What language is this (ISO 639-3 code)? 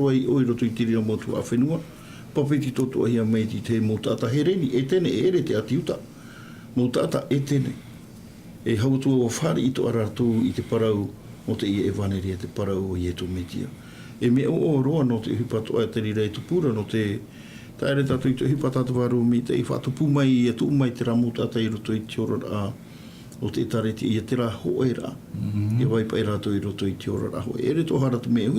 tah